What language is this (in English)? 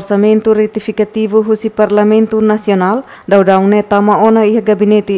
Tetum